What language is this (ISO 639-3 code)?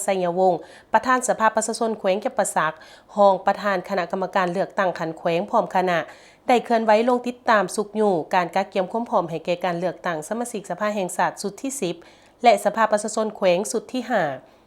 lao